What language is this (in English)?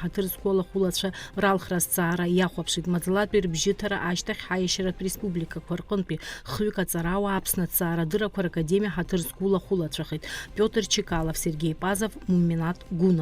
Abkhazian